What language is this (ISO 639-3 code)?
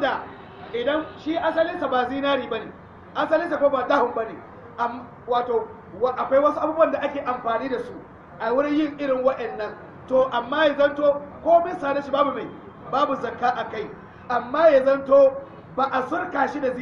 hau